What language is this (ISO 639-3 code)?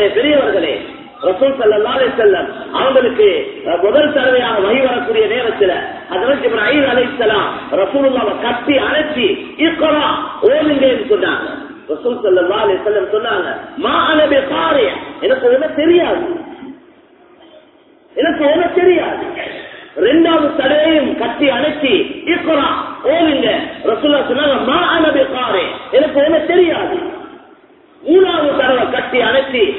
tam